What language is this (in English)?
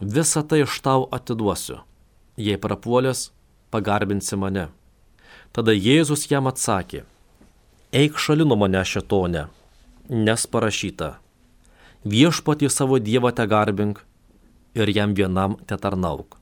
Lithuanian